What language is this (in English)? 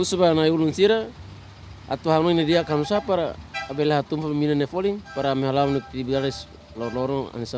Tetum